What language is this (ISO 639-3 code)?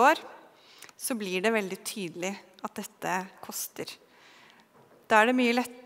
nor